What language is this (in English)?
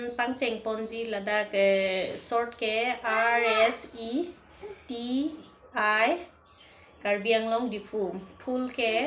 Karbi